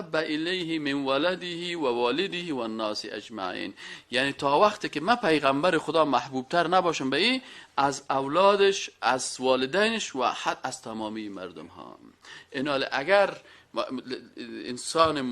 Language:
Persian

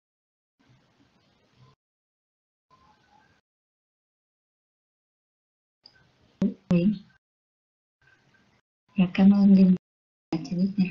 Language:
Vietnamese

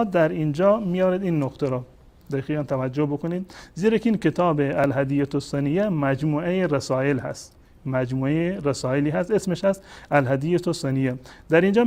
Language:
Persian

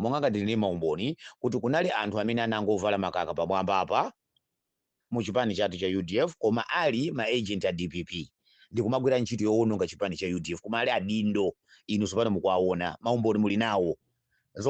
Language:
Nyanja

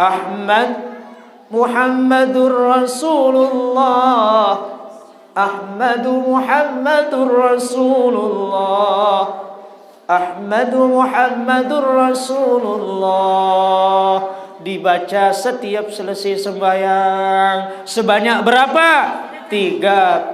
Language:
Sasak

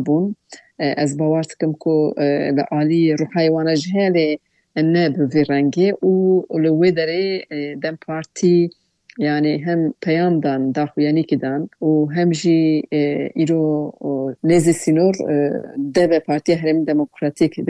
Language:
Kurdish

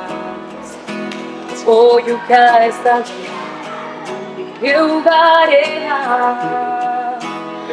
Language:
Basque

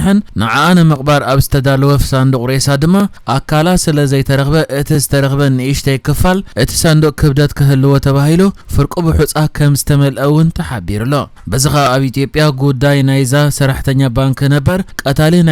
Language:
Tigrinya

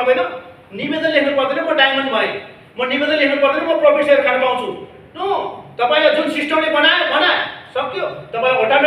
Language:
Nepali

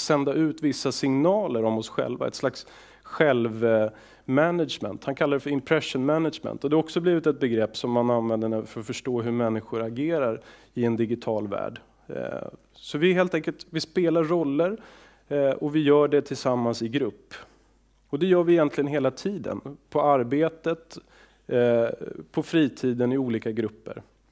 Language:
Swedish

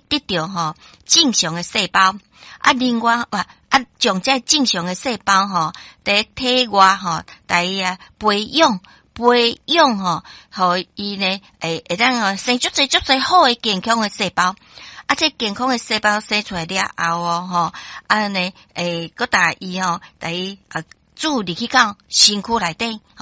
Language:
Min Nan Chinese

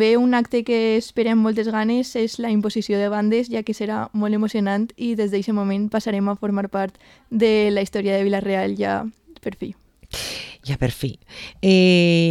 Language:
Catalan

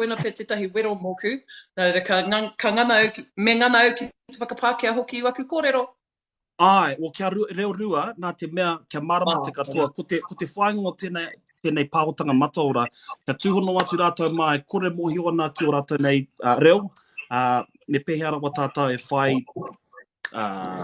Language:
Māori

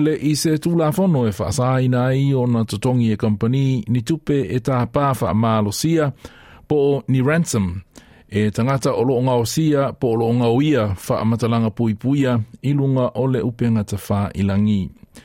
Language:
Samoan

